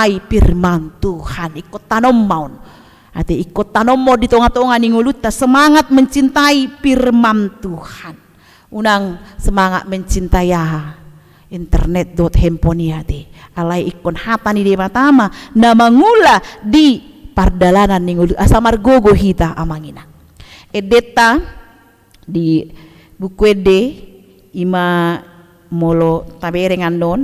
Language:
Batak Toba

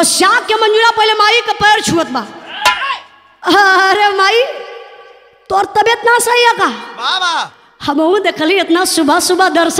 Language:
Bhojpuri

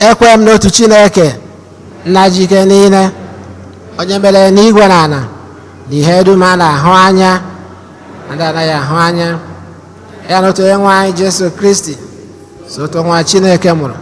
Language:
Igbo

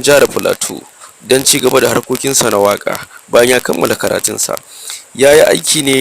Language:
Hausa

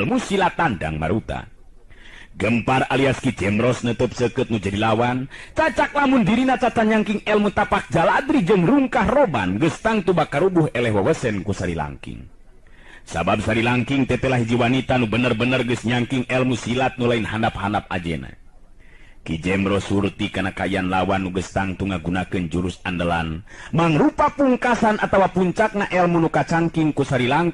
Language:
Sundanese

